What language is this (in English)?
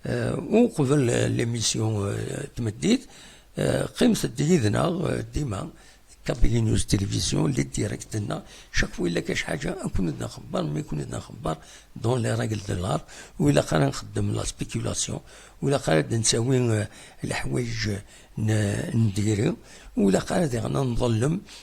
Kabyle